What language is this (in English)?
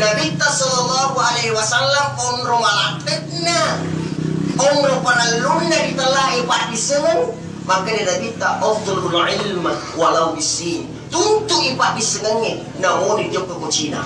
Buginese